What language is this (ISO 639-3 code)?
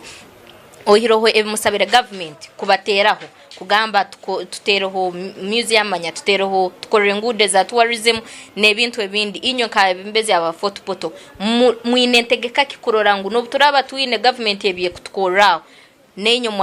nyn